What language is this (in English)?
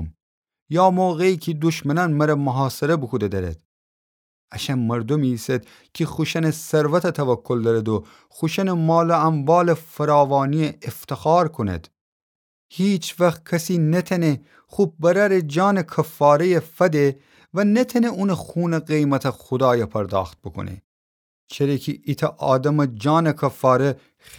Gilaki